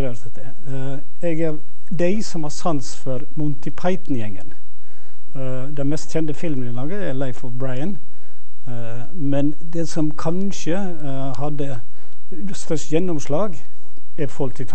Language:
Norwegian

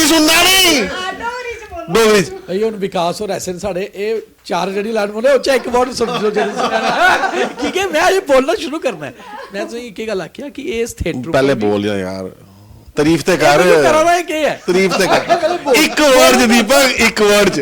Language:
Dogri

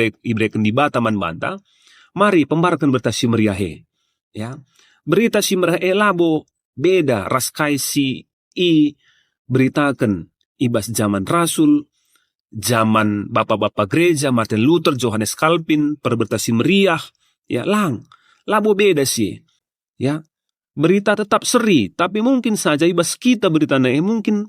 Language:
Batak Karo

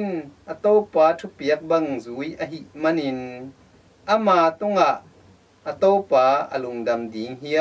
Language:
Tedim Chin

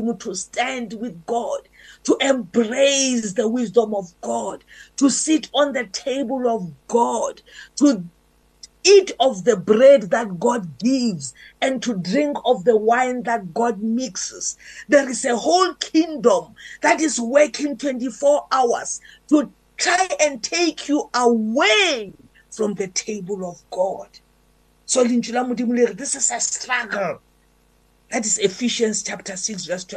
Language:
English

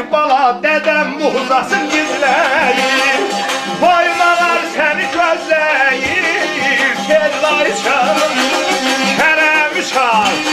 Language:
South Azerbaijani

